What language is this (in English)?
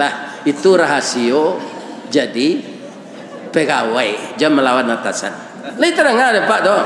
Minangkabau